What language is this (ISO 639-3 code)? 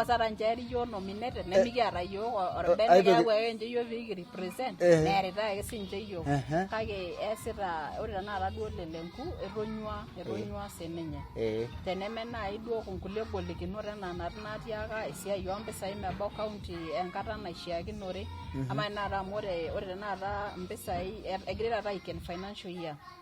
mas